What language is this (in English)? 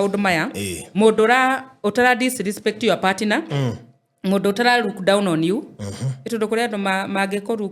Kikuyu